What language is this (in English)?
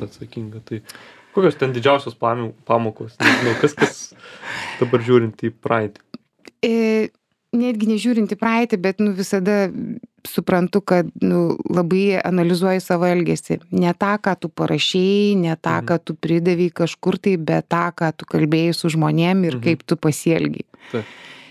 Lithuanian